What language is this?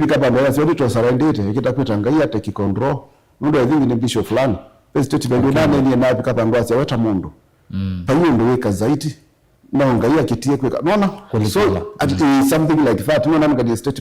Kamba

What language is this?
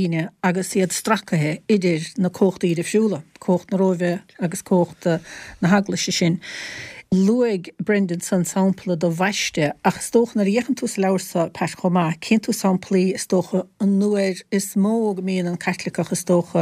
Irish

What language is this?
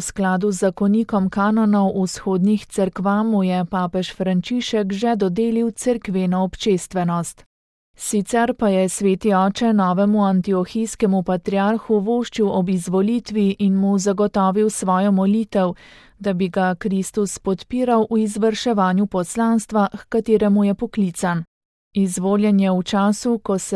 Slovenian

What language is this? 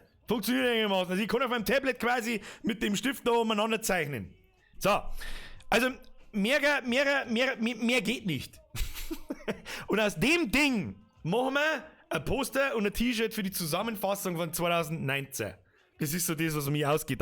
Bavarian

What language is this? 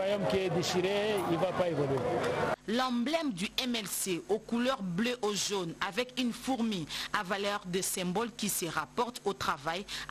French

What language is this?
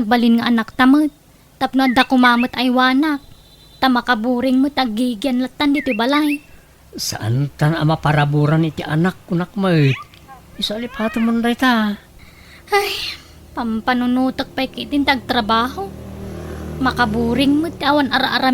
Iloko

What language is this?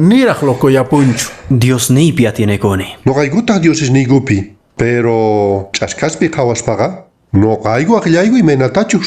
Quechua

